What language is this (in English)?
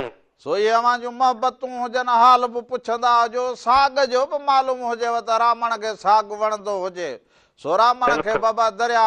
Sindhi